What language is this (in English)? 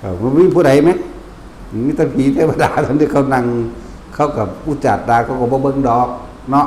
Northeastern Thai